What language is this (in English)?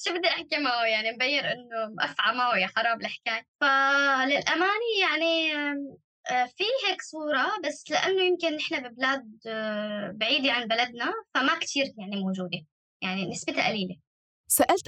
North Levantine Arabic